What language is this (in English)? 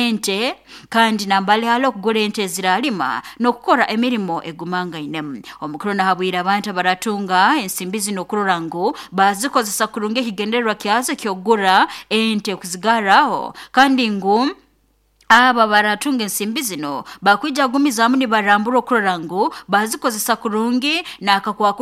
Nyoro